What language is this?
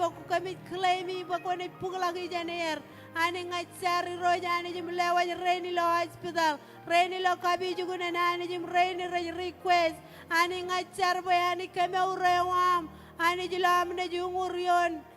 Marshallese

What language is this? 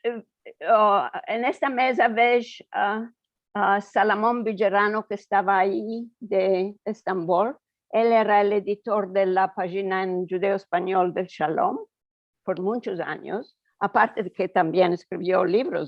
Ladino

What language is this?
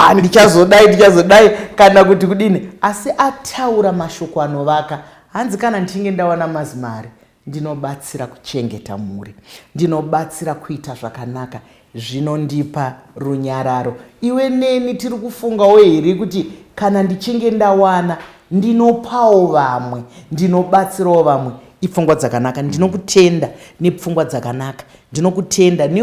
Shona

